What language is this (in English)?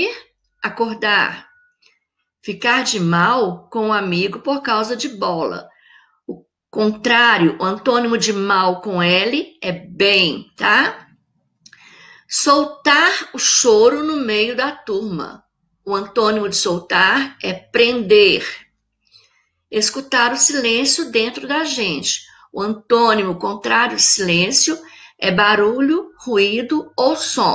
Portuguese